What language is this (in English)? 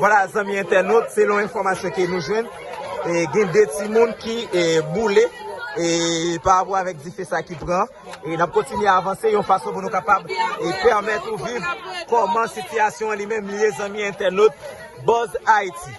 Haitian Creole